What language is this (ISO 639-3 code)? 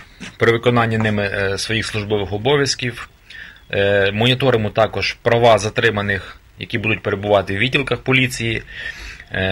ukr